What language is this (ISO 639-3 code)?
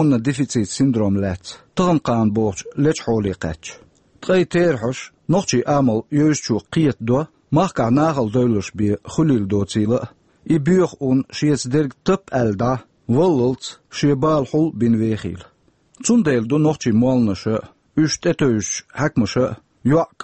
che